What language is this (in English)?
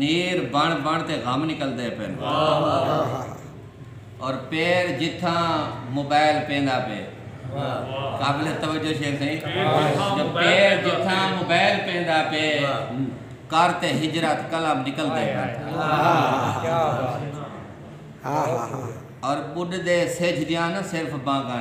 Saraiki